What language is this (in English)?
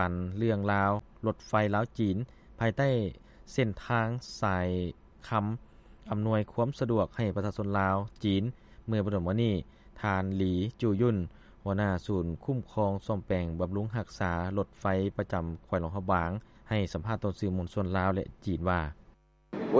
Lao